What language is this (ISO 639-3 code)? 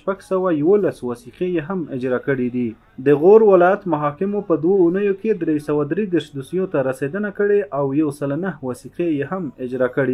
pus